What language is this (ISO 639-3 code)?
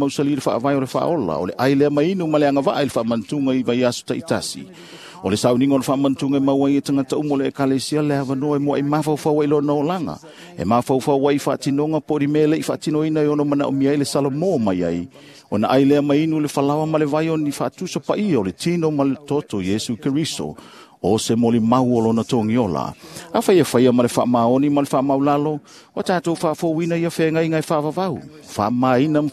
smo